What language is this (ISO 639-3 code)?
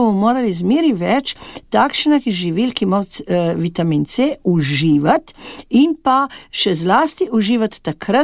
slv